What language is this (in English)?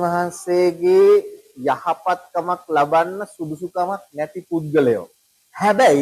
Sinhala